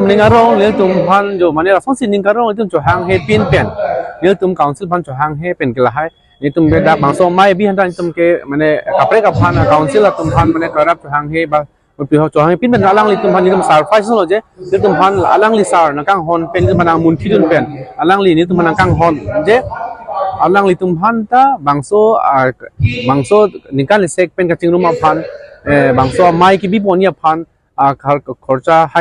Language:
Karbi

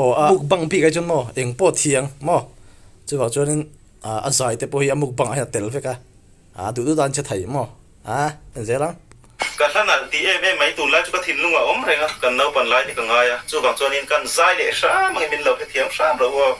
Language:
Mizo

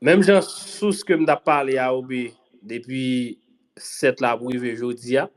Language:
Haitian Creole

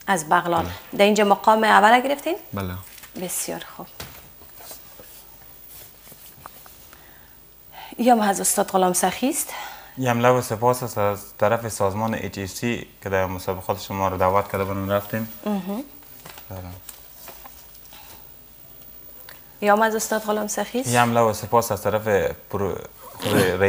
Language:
Persian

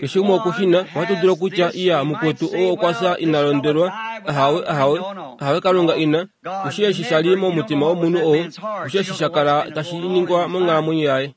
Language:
Kuanyama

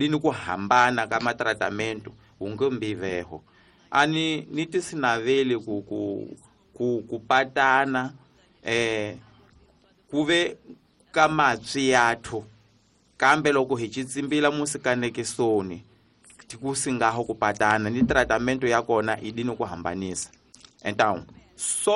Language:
Tsonga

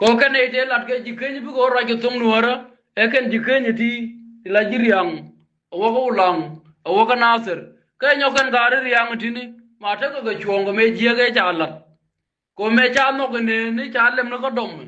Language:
Nuer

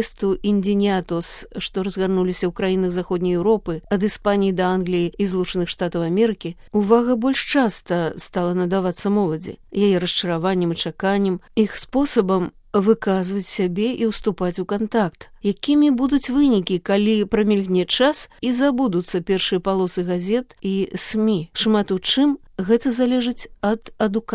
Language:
Belarusian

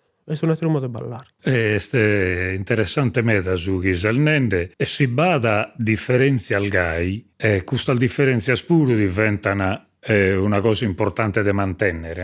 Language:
Sardinian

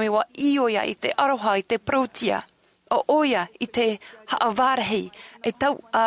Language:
Tahitian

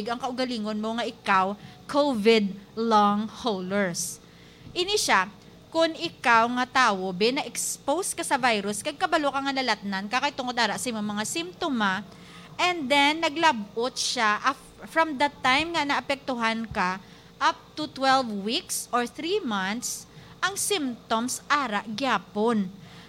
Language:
Hiligaynon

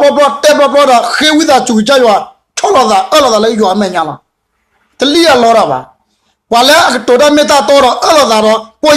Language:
S'gaw Karen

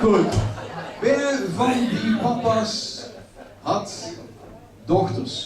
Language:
Limburgish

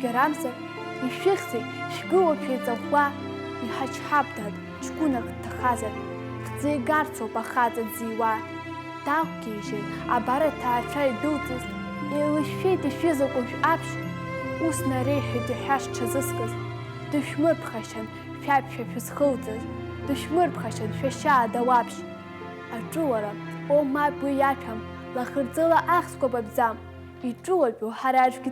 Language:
Abkhazian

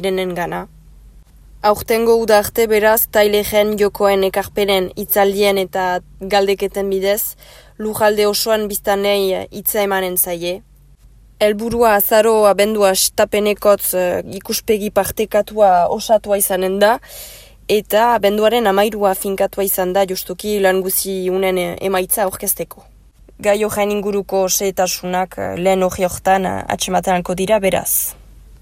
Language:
Basque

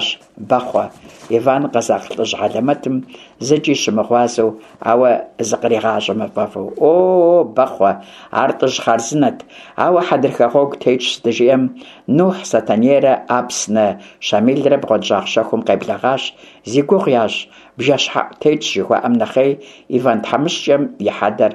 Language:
Kabardian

